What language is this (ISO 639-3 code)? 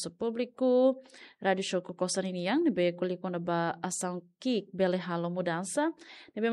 tet